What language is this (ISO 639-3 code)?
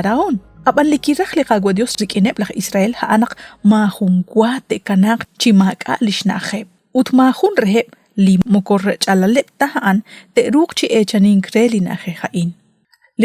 kek